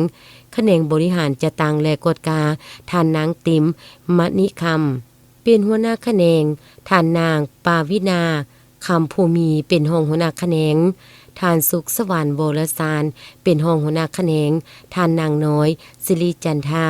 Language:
Lao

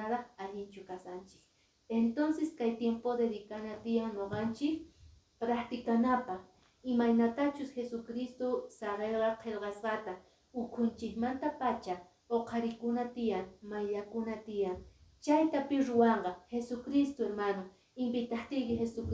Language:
Quechua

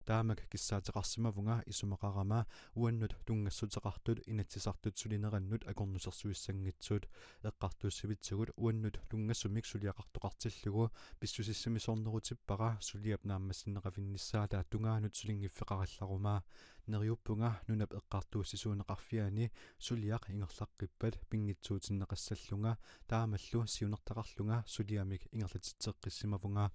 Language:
Kalaallisut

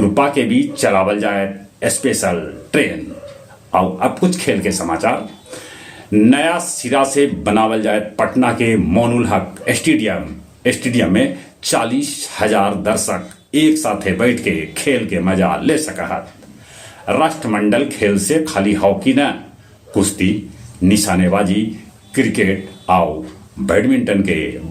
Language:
Magahi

